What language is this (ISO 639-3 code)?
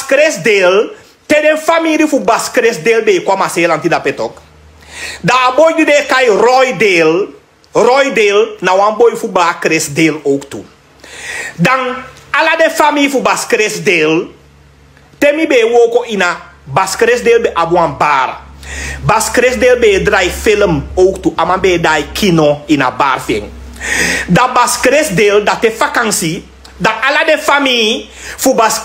srn